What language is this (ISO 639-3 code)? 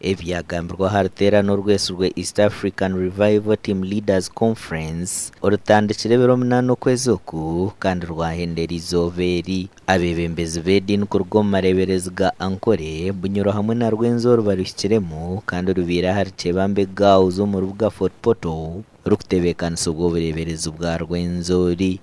nyn